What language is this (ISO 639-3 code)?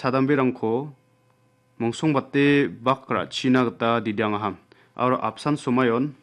grt